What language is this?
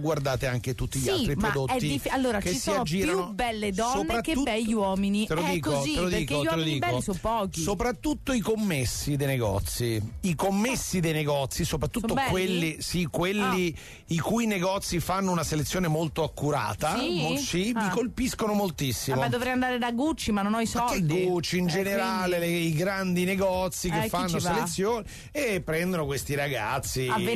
Italian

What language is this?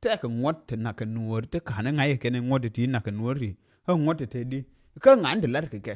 Nuer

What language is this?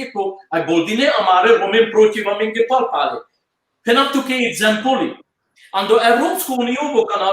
Balkan Romani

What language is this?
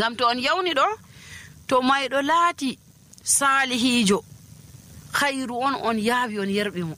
Nigerian Fulfulde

